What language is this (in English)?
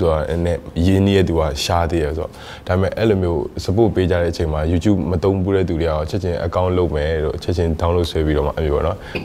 Burmese